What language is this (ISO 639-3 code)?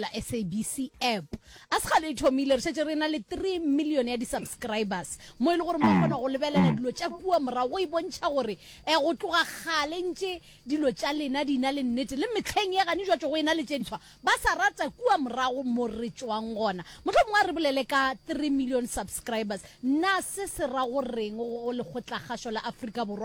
nso